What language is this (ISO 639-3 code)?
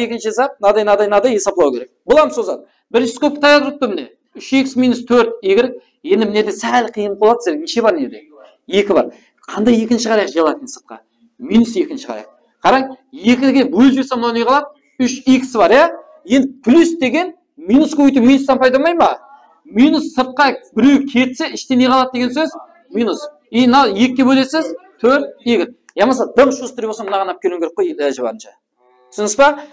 kaa